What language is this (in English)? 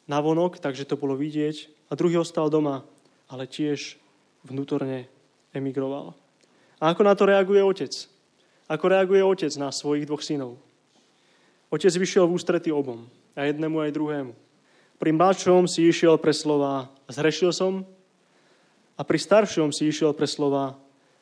Slovak